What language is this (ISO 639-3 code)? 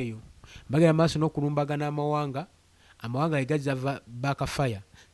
lug